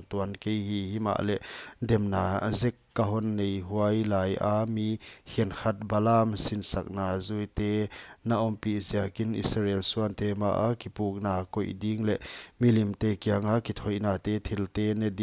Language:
Paite Chin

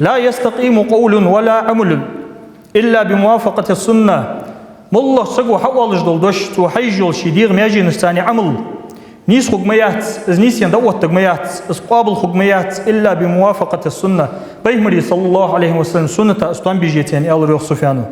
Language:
Ingush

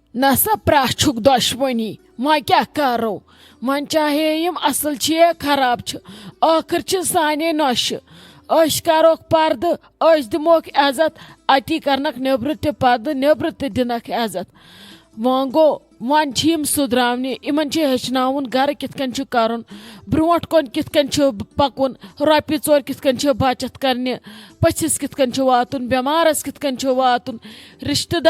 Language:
Kashmiri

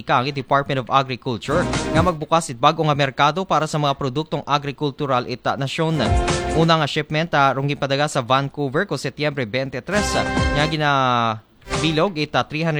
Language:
Aklanon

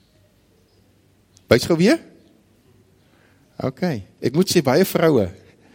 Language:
Afrikaans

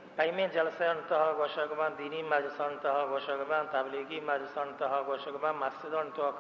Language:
Baluchi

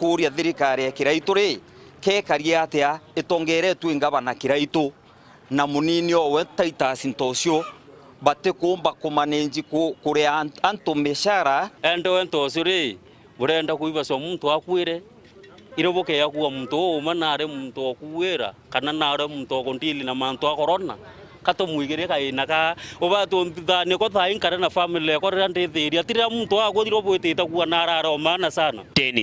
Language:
Meru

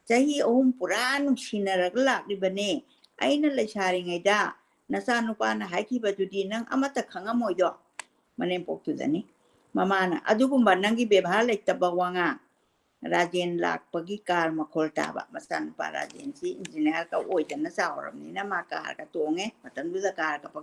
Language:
Manipuri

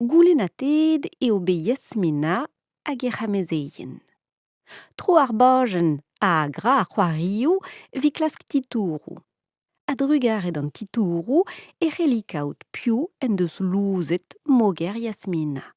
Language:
Breton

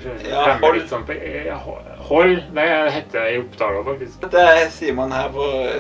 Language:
Norwegian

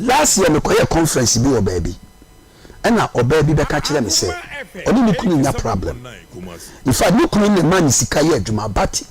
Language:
Akan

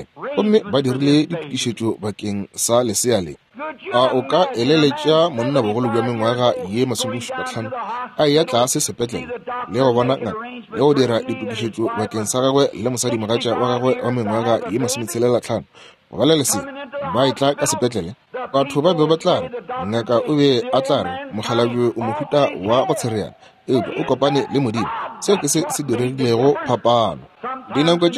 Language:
Northern Sotho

